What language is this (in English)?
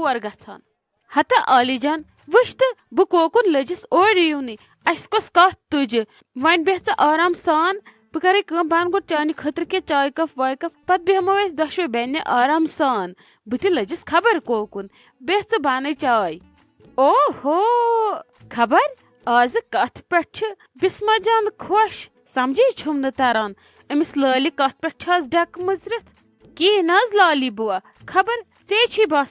Kashmiri